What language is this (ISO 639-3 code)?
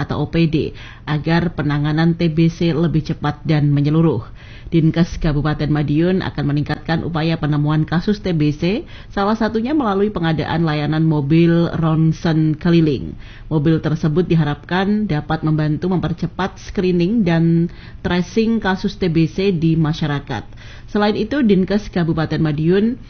ind